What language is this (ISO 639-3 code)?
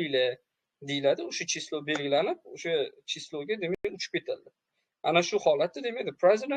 uzb